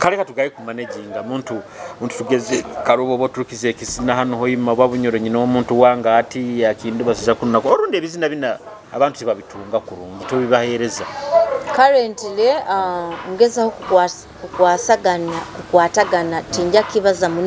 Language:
Nyoro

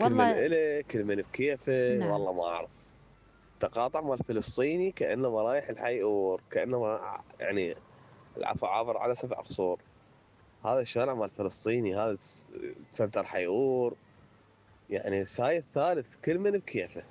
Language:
Mesopotamian Arabic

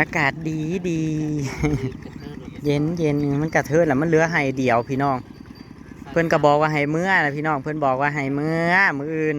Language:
Northeastern Thai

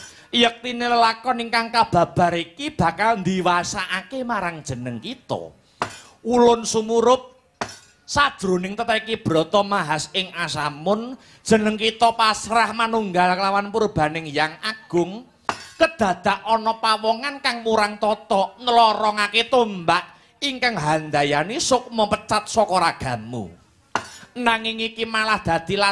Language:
Javanese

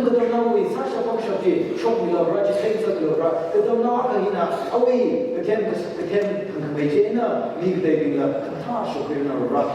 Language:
Tangkhul Naga (India)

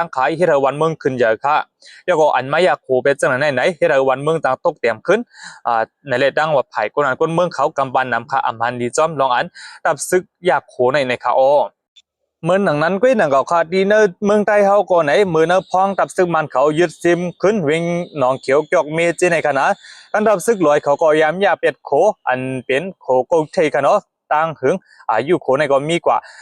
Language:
Shan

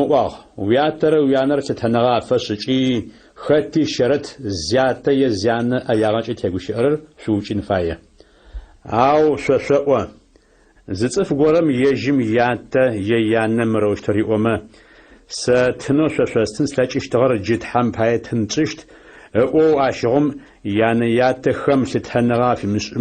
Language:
Adyghe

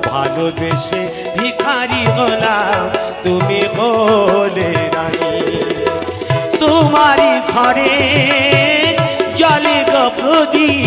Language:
Bangla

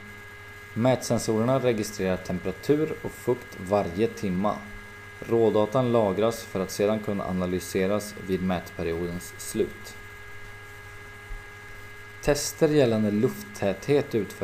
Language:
Swedish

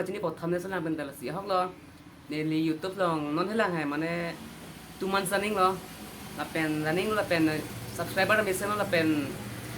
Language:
Karbi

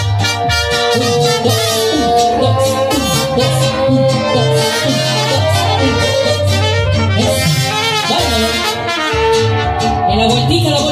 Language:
Spanish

